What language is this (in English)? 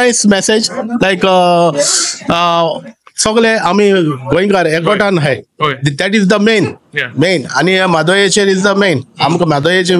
Konkani